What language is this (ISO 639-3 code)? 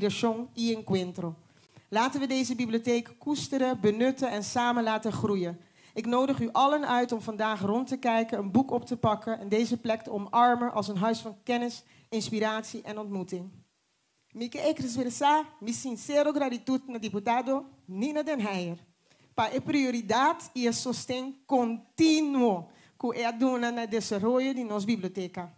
pap